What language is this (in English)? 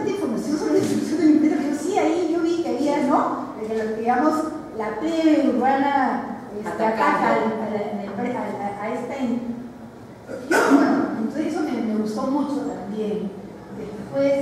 Spanish